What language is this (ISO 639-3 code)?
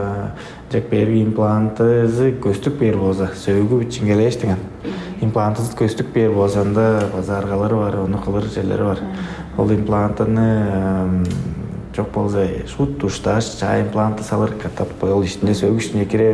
tyv